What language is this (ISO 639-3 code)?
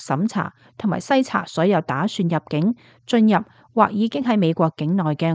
yue